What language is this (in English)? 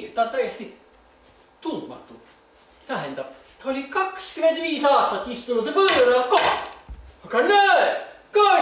Estonian